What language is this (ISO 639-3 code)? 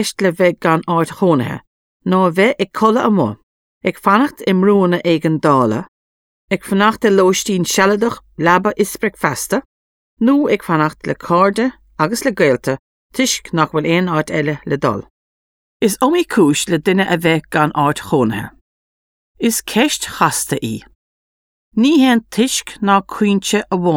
gle